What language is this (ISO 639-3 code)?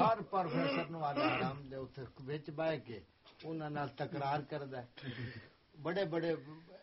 skr